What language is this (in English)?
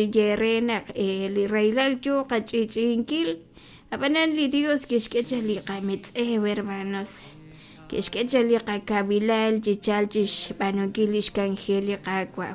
Kekchí